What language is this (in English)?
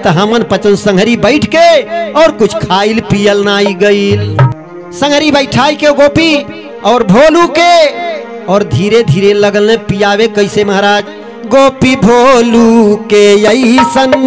Bhojpuri